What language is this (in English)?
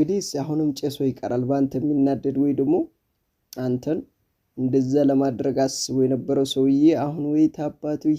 Amharic